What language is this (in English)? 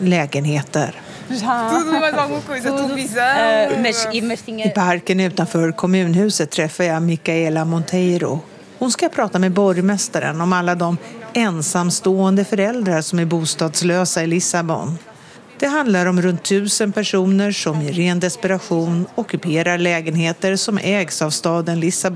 Swedish